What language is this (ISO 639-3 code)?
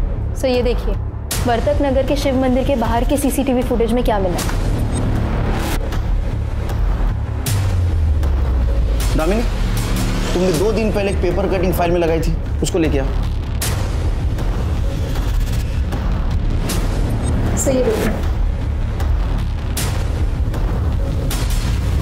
hin